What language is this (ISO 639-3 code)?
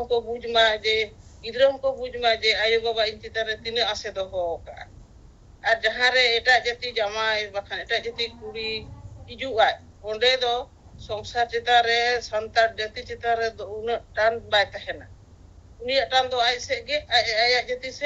sat